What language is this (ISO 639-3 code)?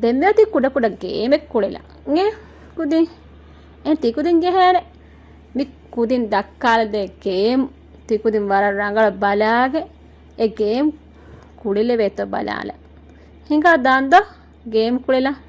div